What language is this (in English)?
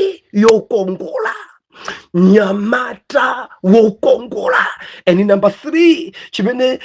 Nyanja